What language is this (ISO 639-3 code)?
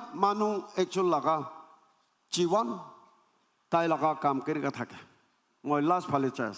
nag